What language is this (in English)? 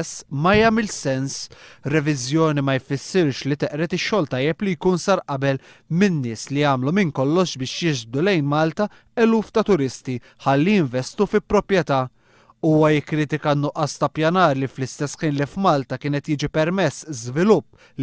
Maltese